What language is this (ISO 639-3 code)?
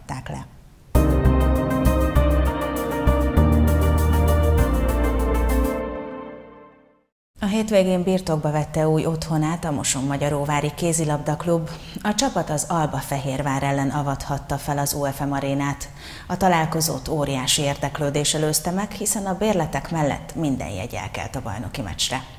hun